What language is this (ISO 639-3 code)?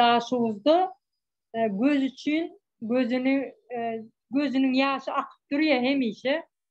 tuk